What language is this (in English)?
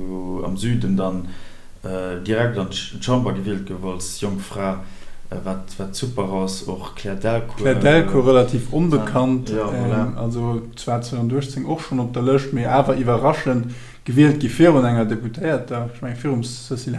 Luxembourgish